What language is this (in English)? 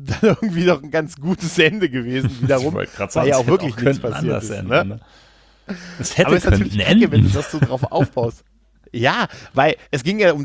German